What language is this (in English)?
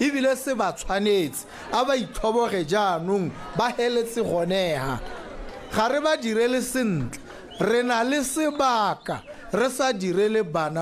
Tswana